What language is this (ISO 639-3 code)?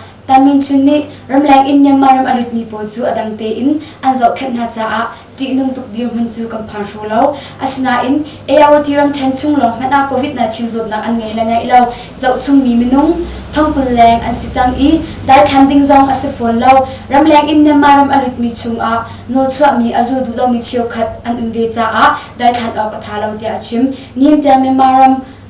cnh